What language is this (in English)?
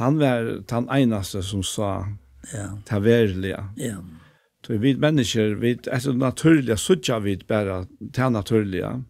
Faroese